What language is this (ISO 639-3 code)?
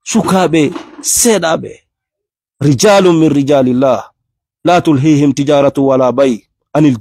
ful